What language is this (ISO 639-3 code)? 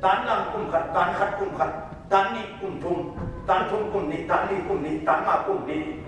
ctd